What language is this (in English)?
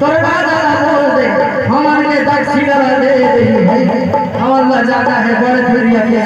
Chhattisgarhi